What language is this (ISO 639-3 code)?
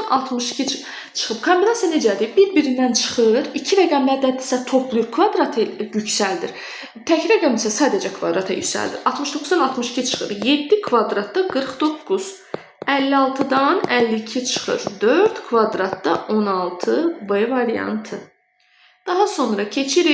aze